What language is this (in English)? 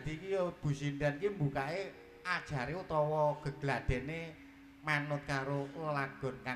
Javanese